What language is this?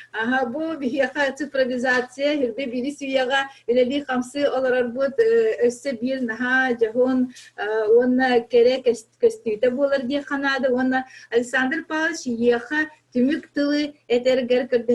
Yakut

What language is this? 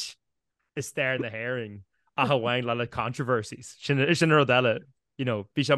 Irish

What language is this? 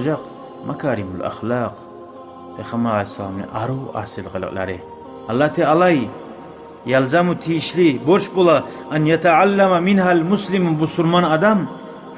Kumyk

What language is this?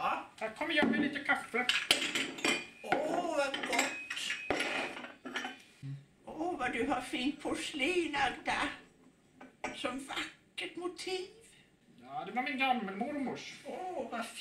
Swedish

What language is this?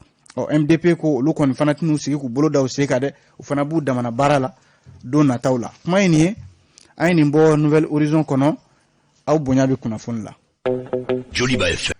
Bambara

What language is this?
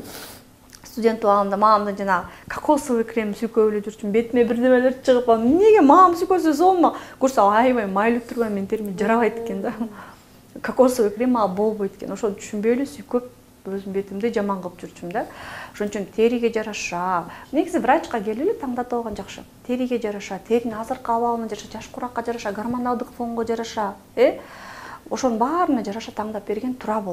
Kyrgyz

